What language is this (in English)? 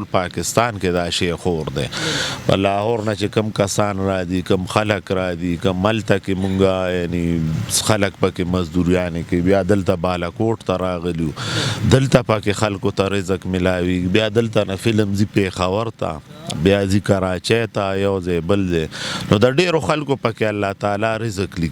Pashto